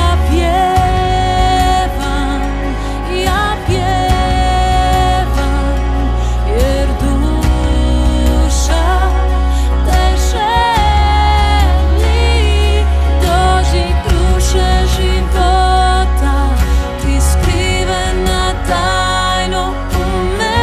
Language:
Croatian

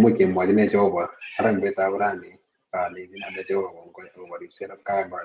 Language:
Kalenjin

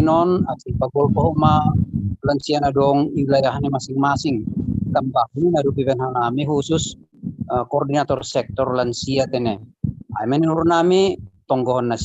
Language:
Batak Simalungun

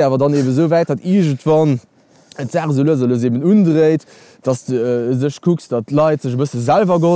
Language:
Luxembourgish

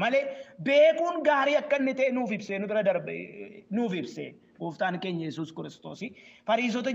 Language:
Oromo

